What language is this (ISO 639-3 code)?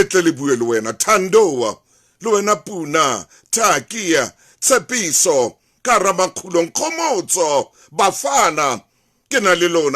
sot